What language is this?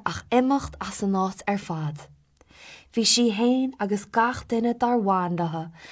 Irish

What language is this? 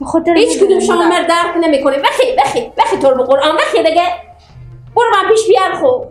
Persian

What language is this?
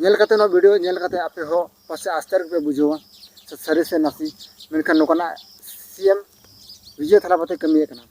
Santali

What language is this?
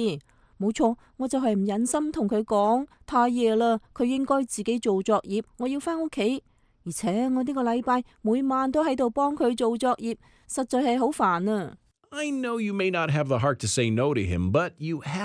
Cantonese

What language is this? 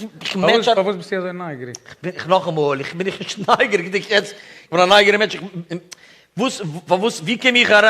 Yiddish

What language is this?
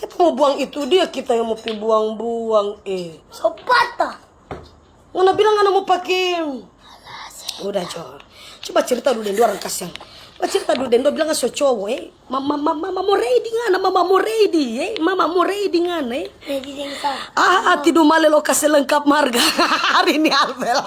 Manado Malay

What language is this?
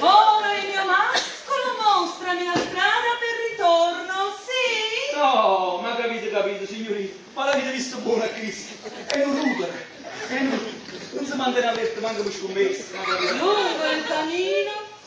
Neapolitan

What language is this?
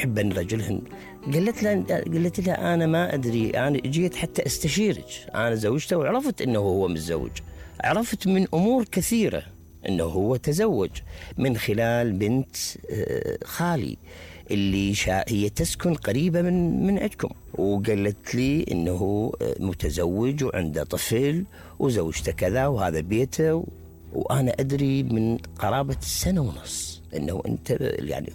Mesopotamian Arabic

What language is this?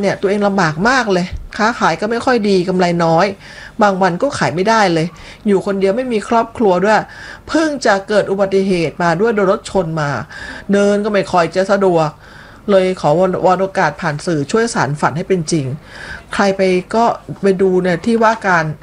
Thai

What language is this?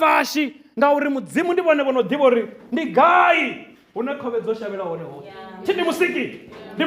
Venda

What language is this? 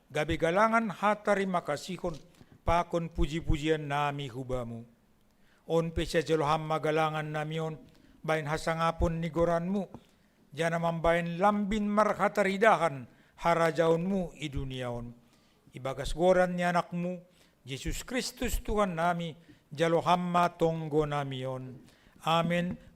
Batak Simalungun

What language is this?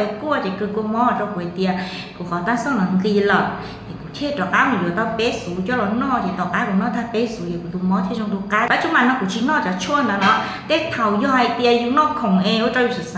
Hmong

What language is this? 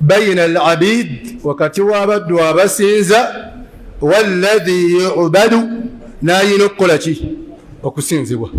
Ganda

